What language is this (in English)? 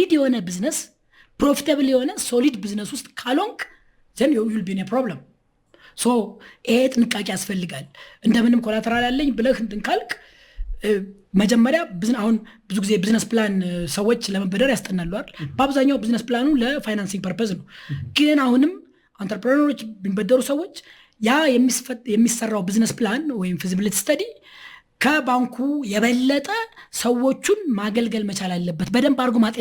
Amharic